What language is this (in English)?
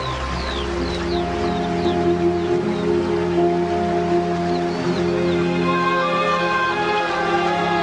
S'gaw Karen